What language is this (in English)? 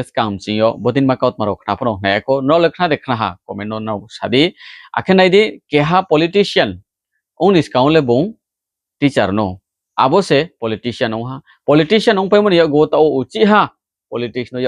Riang (India)